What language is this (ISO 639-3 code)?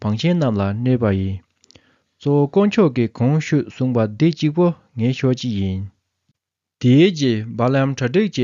bod